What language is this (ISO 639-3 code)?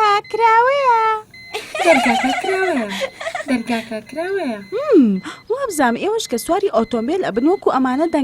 ckb